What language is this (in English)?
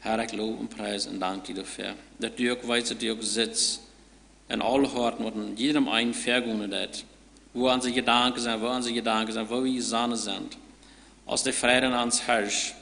Plautdietsch